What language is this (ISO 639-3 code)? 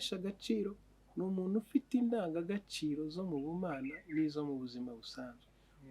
kin